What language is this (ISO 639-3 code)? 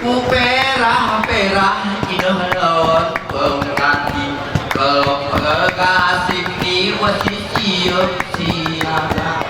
gay